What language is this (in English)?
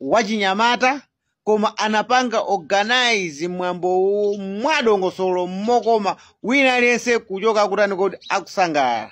Nyanja